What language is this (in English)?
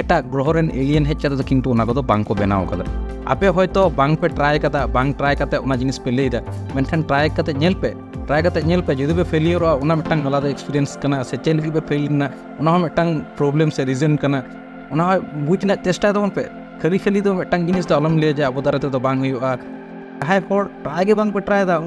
Santali